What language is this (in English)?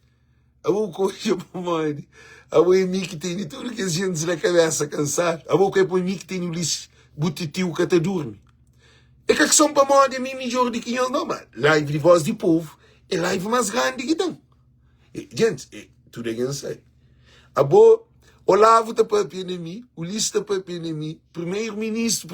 Kabuverdianu